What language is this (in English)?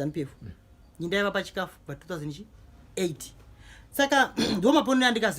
Shona